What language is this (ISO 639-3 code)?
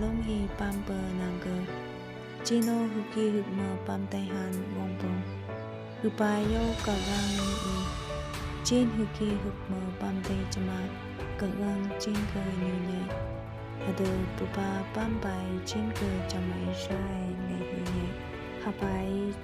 nph